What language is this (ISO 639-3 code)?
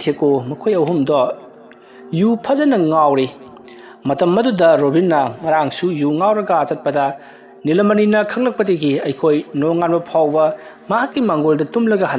mni